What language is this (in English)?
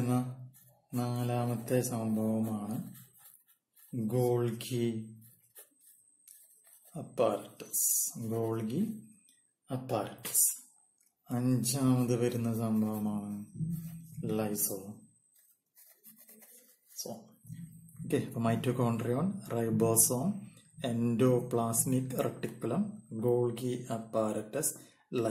Malayalam